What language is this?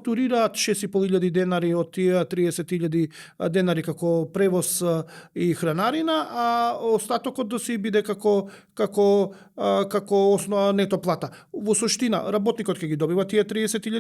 Macedonian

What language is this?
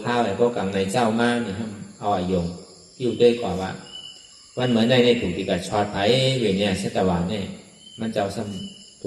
Shan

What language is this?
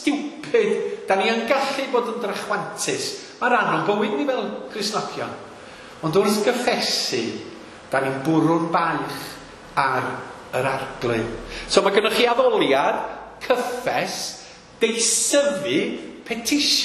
Welsh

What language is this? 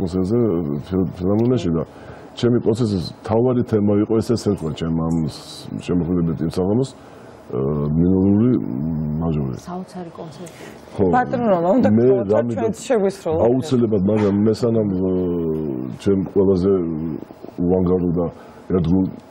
Georgian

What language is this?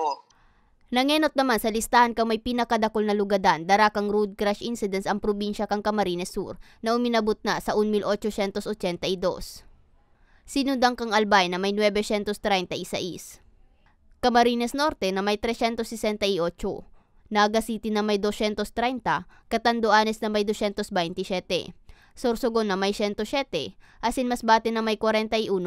Bikol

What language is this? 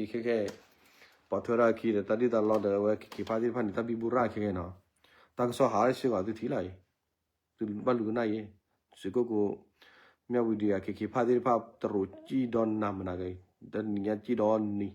S'gaw Karen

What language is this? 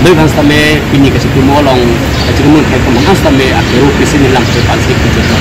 Karbi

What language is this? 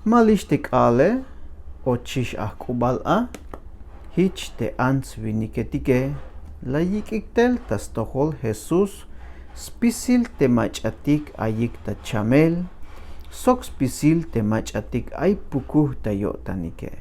Tzeltal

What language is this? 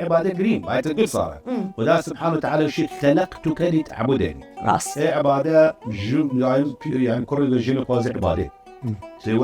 Southern Kurdish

